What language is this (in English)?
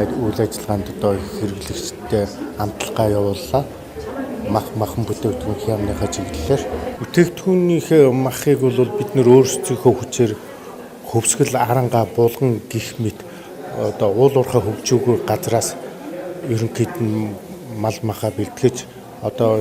Mongolian